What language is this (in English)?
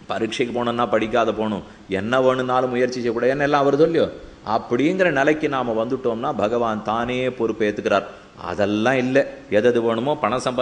Tamil